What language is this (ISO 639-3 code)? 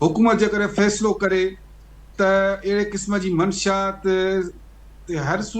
snd